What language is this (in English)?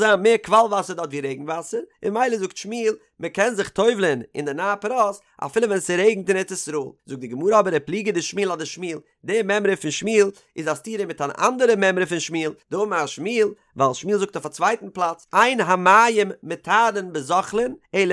Yiddish